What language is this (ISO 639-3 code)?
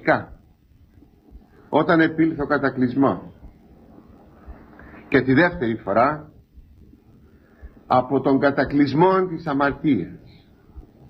ell